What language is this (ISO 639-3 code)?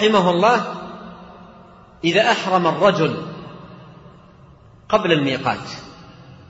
ara